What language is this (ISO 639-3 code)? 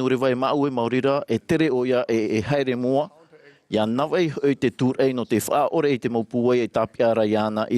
tah